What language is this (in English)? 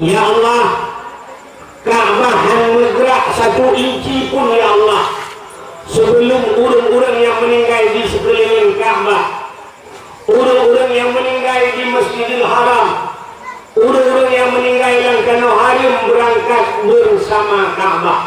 Achinese